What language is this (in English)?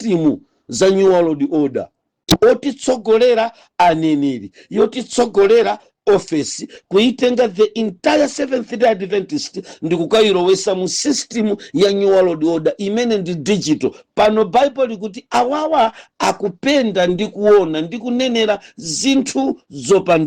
Nyanja